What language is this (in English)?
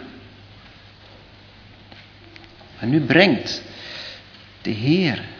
Dutch